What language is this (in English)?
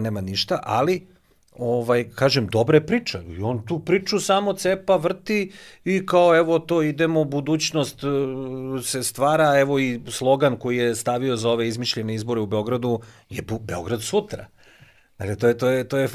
Serbian